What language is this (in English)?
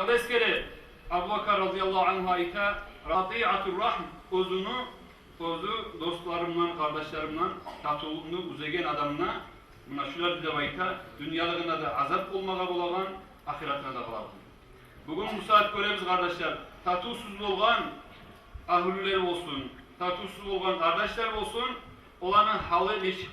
Kumyk